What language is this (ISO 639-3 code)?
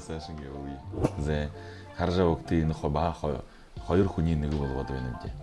bua